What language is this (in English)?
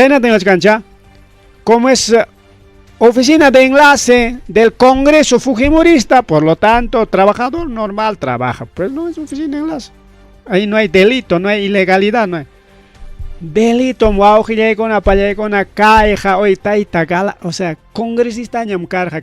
Ayacucho Quechua